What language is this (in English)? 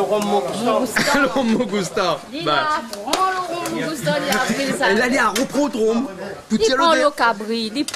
Réunion Creole French